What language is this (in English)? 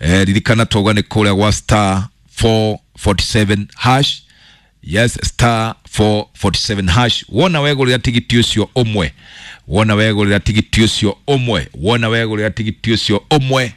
Kikuyu